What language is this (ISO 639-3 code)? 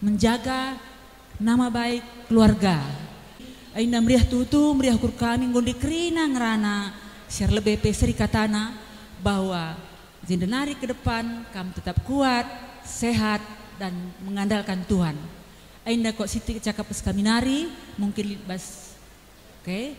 btx